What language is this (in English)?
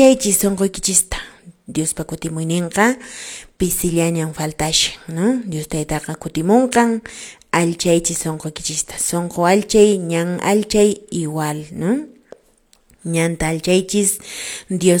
Quechua